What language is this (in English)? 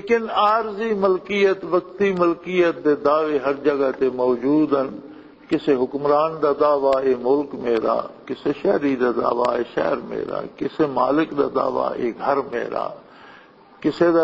Western Panjabi